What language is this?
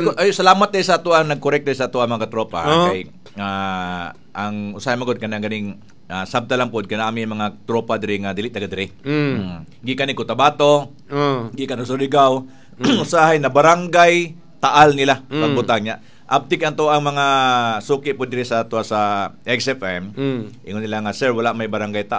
Cebuano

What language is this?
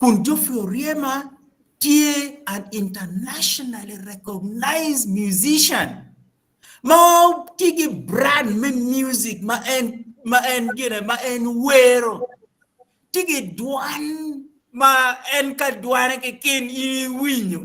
Acoli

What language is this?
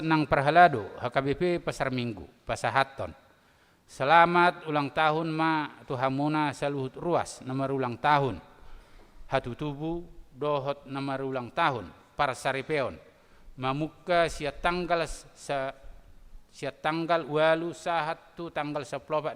Batak Toba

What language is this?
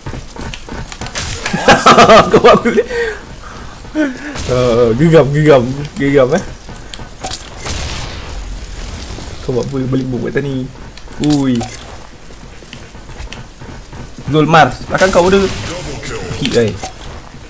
Malay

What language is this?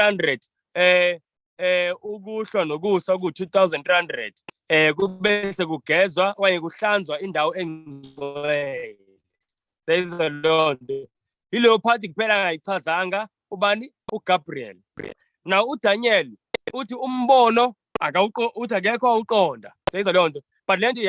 Zulu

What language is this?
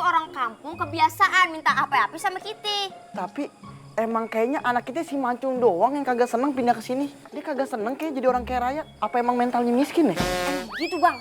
Betawi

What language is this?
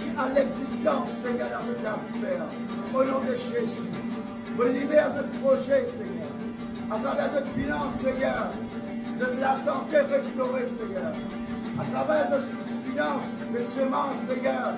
Morisyen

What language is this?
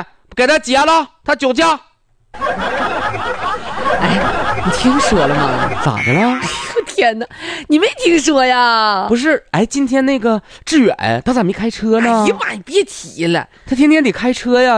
Chinese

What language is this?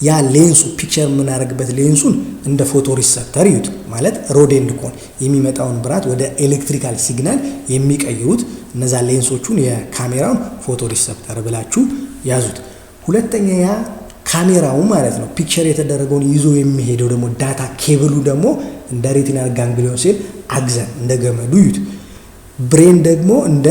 Amharic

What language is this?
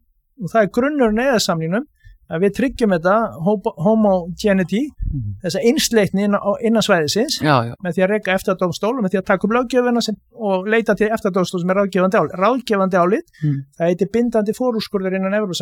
Icelandic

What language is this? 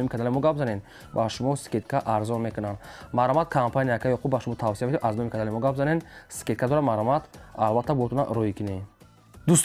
Tajik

